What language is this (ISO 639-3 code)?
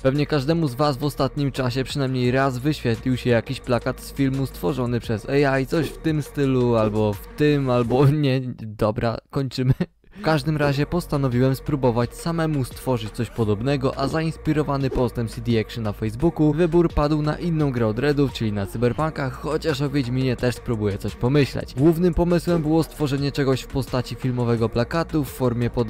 pol